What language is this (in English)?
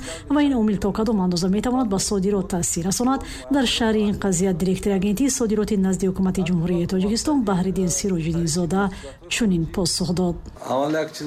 Tajik